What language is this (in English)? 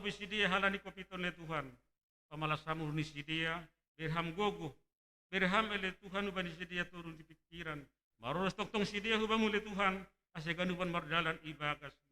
Batak Simalungun